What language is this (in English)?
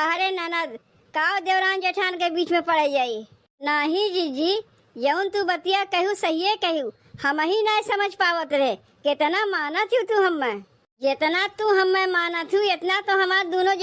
Awadhi